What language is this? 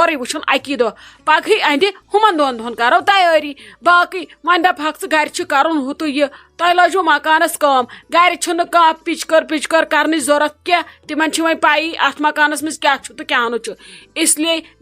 Kashmiri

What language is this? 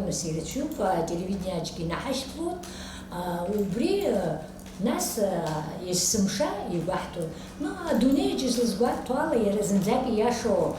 Abkhazian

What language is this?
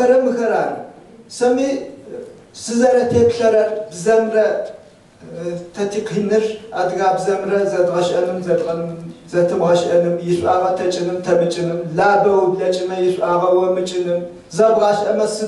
Adyghe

